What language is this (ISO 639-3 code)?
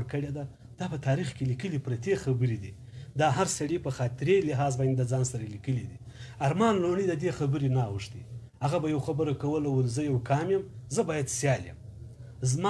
pus